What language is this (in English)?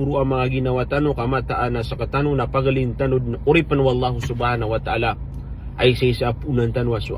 Maranao